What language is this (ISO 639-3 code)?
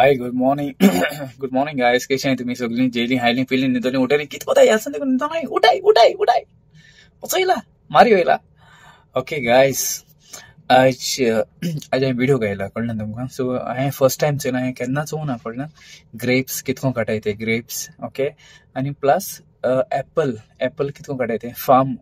kok